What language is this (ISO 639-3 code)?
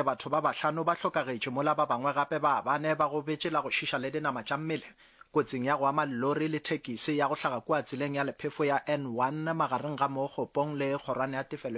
nso